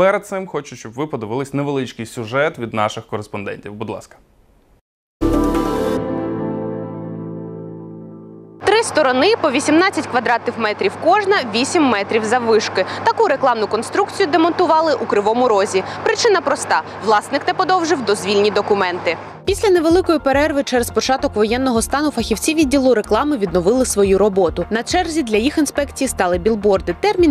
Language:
Ukrainian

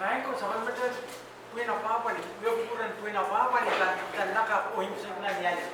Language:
Pohnpeian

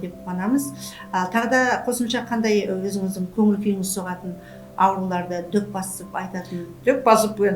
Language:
Kazakh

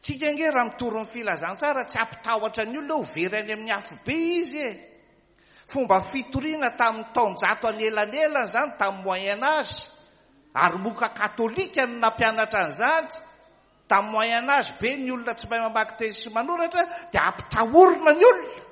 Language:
Malagasy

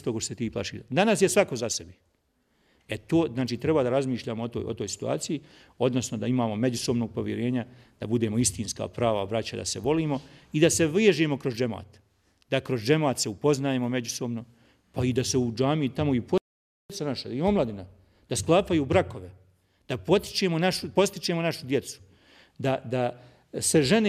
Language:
Bosnian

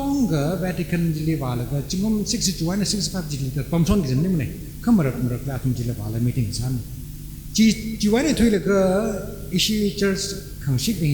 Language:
Tangkhul Naga (India)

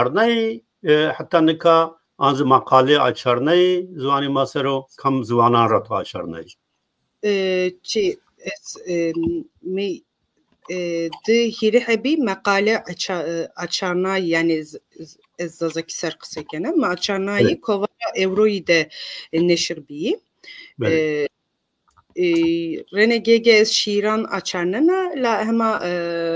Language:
Zaza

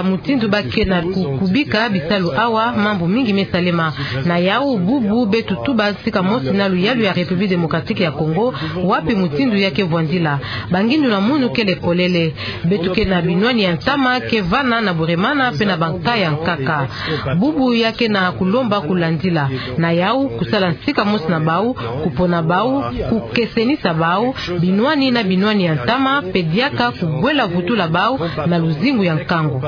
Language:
Kituba (Democratic Republic of Congo)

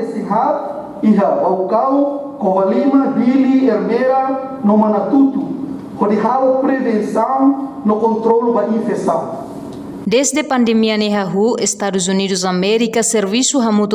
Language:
Tetum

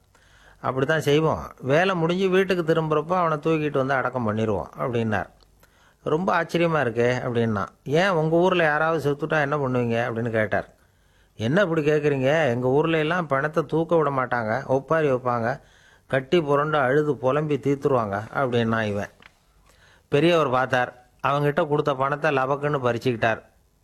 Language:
Tamil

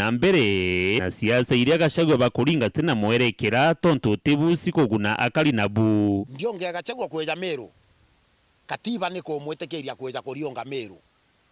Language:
Meru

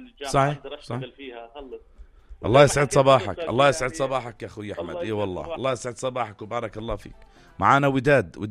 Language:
North Levantine Arabic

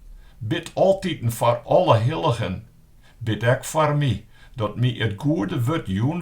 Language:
Western Frisian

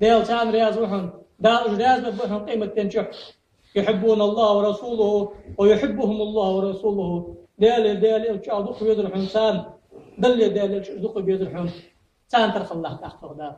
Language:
Ingush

